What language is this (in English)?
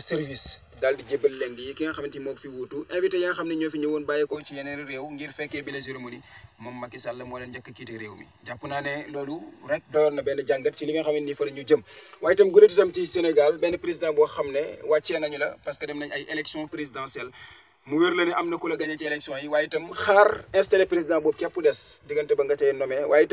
Wolof